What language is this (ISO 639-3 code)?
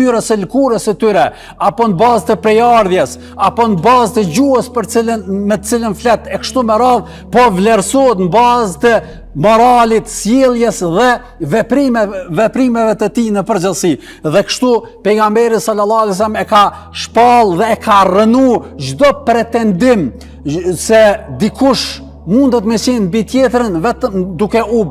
sqi